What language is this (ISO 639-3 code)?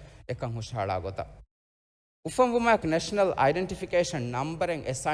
div